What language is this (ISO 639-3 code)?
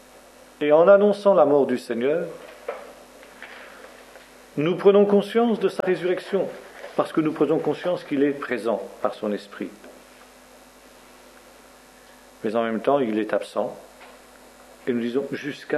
fra